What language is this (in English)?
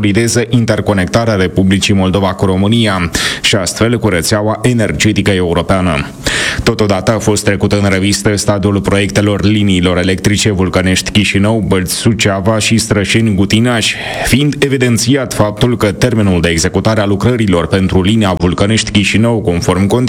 Romanian